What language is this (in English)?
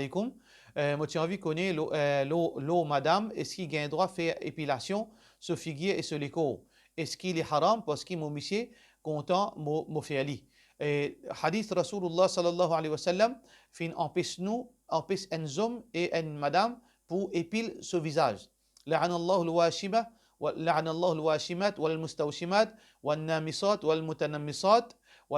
Morisyen